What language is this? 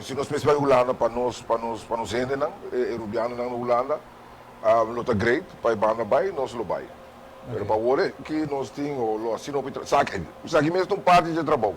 Papiamento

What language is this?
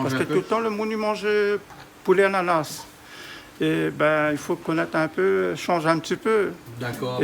Réunion Creole French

